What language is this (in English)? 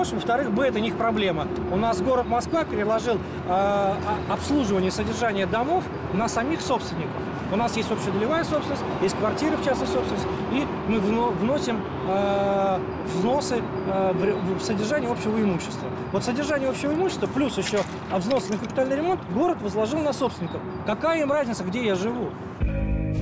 Russian